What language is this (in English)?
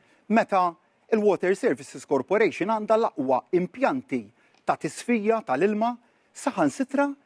Maltese